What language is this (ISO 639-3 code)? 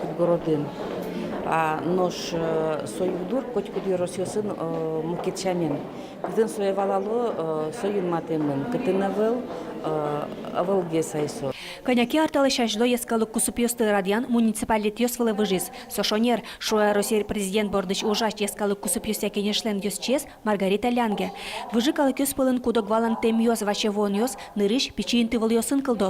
udm